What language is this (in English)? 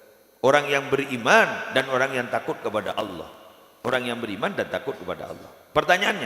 Madurese